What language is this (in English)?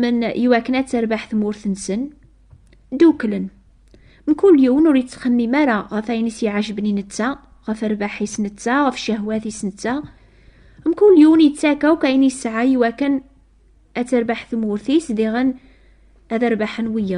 Kabyle